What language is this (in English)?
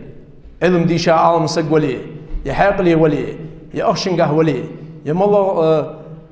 Ingush